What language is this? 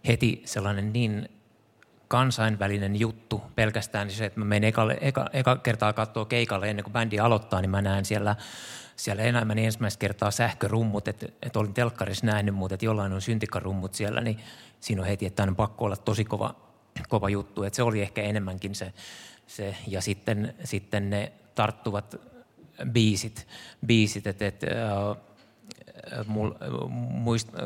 Finnish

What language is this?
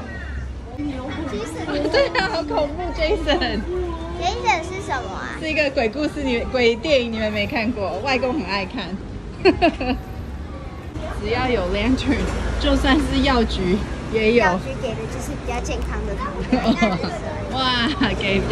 Chinese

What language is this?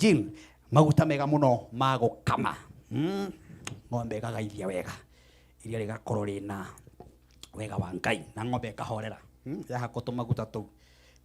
Kikuyu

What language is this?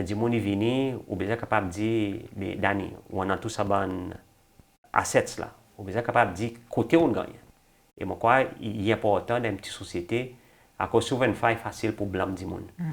Seselwa Creole French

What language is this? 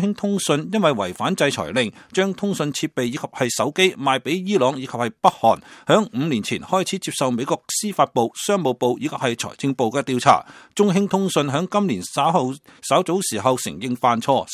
Cantonese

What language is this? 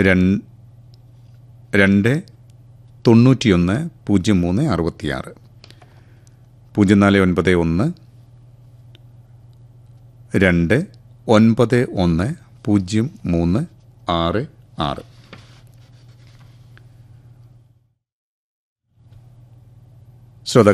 Malayalam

